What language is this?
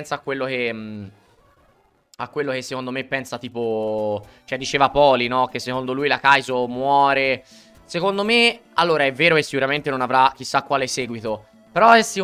Italian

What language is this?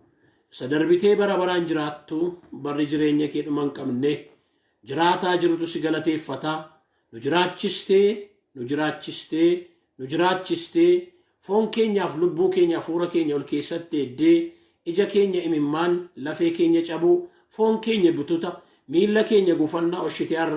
Oromo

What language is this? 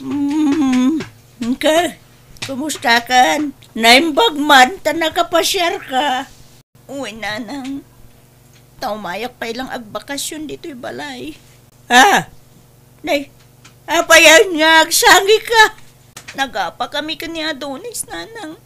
Iloko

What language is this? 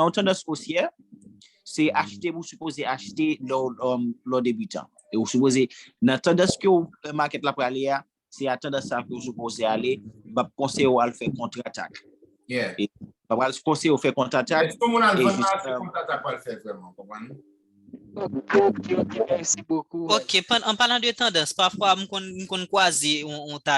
Haitian Creole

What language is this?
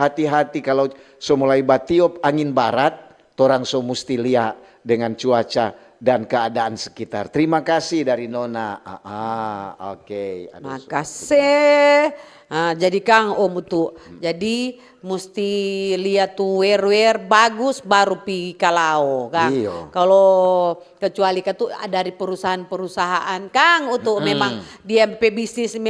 Manado Malay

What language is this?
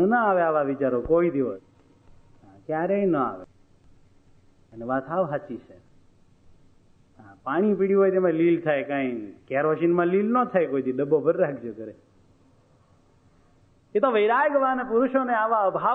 Gujarati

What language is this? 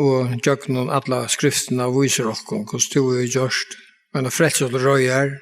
Faroese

